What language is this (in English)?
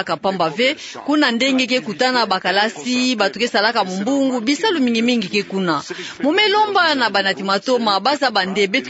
Kituba (Democratic Republic of Congo)